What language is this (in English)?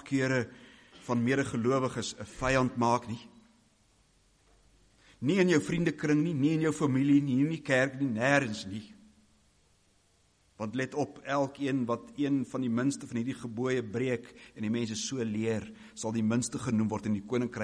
Afrikaans